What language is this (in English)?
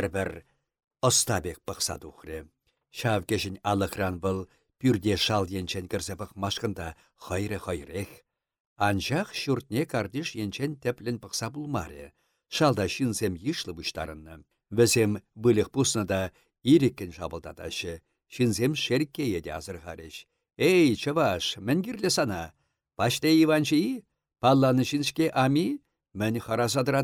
Chuvash